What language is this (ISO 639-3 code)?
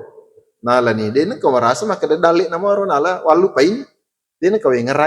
bug